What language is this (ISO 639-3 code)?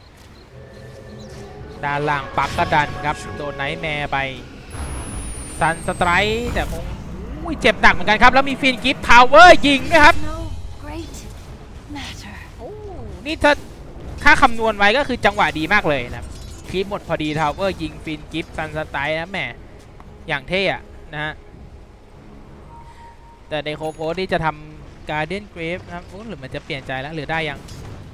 tha